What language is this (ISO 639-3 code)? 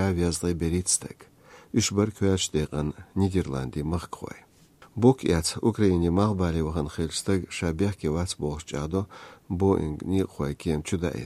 che